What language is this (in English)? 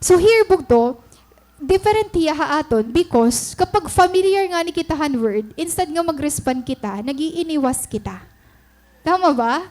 Waray